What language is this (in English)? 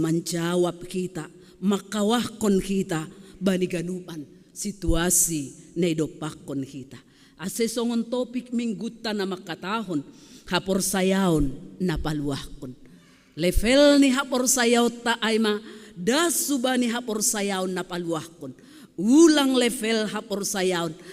Batak Simalungun